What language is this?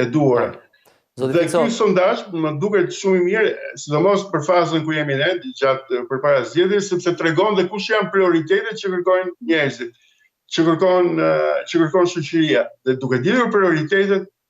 Albanian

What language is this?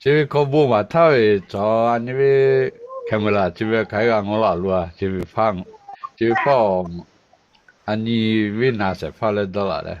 Lahu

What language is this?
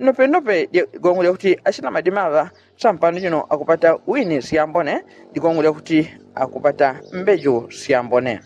Yao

